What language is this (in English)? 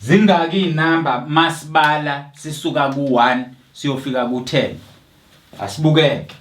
Zulu